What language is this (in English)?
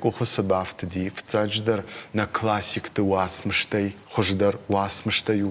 Ossetic